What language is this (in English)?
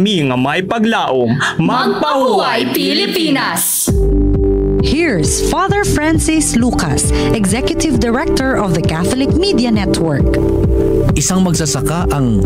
Hiligaynon